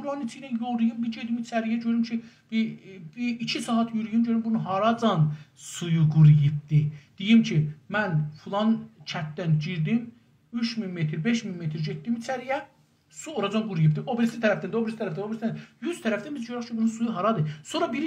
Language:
South Azerbaijani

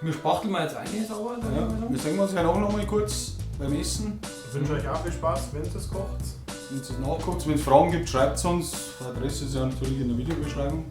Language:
Bavarian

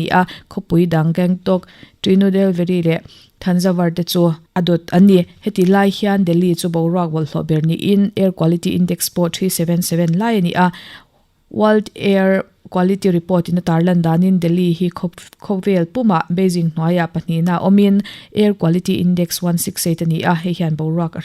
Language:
Mizo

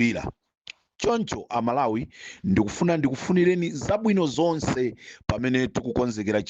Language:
Nyanja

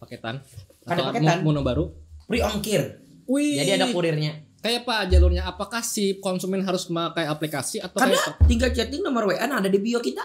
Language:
Banjar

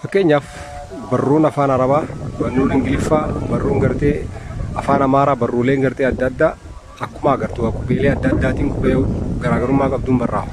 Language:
Oromo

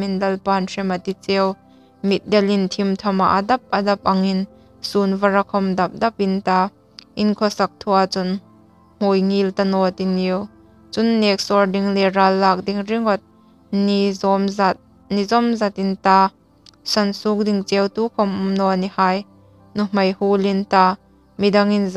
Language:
Hmar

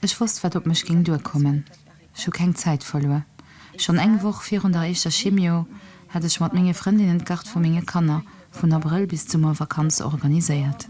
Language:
Luxembourgish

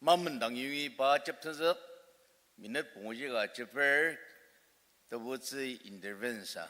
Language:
Ao Naga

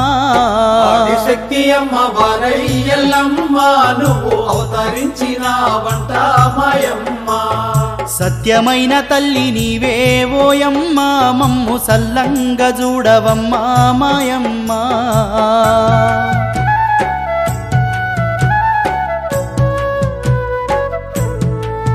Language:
Telugu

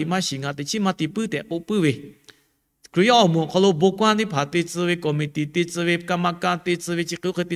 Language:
Lahu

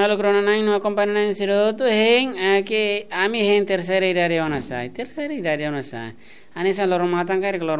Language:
Tetum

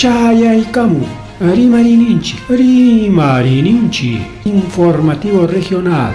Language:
Ayacucho Quechua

